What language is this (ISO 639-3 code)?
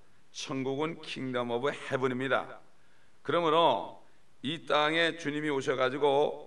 kor